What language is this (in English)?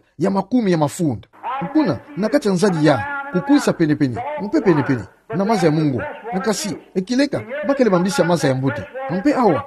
Kituba (Democratic Republic of Congo)